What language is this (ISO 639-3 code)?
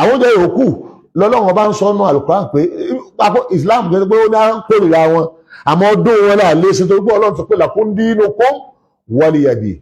yor